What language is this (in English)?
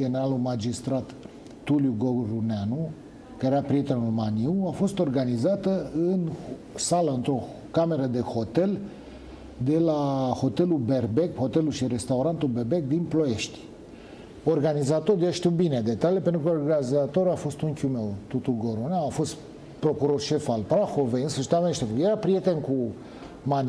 Romanian